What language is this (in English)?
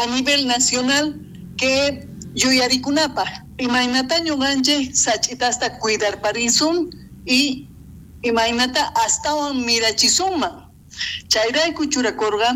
South Bolivian Quechua